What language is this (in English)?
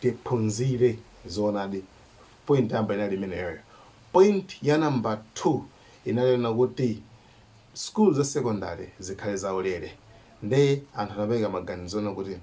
Nyanja